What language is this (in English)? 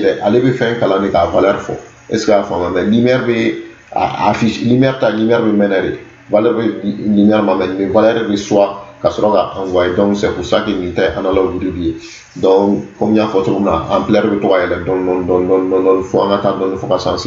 Bambara